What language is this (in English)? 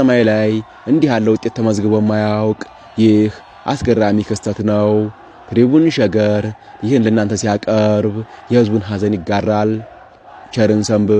Amharic